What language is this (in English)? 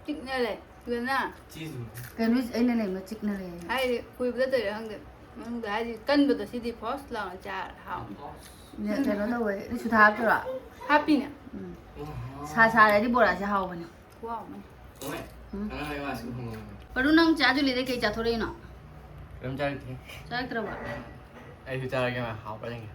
Manipuri